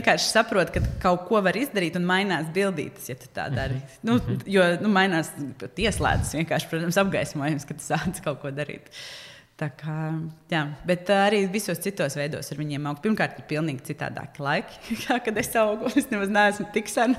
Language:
Latvian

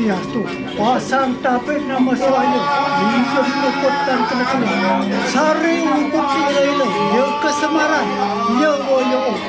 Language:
Balinese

